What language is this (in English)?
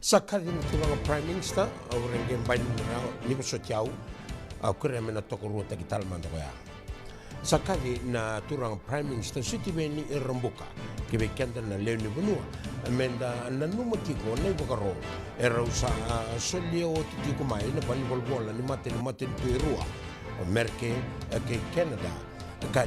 Fijian